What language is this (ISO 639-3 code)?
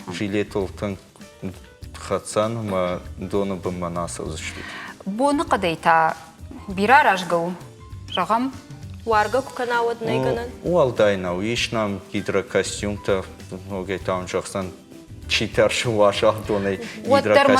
oss